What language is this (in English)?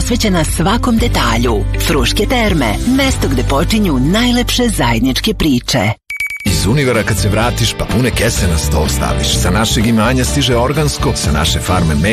Serbian